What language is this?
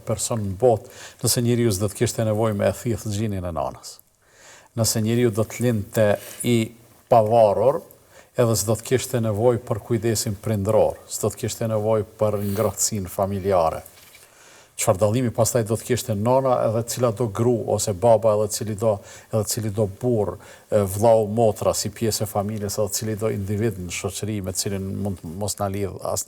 Albanian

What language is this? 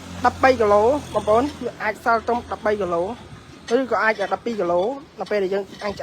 Khmer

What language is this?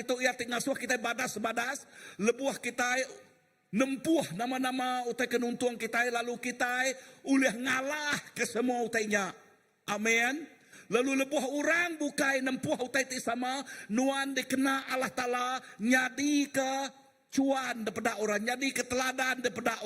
Iban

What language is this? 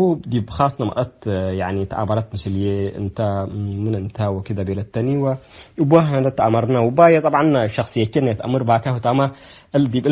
Tigre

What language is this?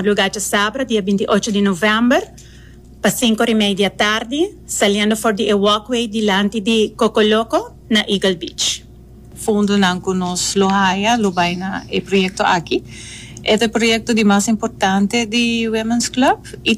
Papiamento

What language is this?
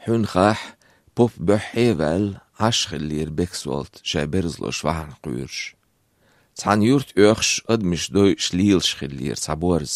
Chechen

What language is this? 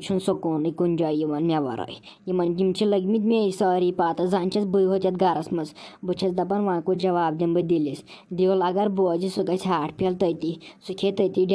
Kashmiri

